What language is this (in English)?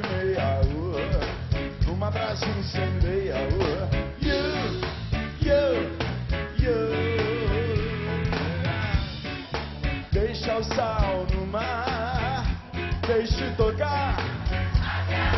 Portuguese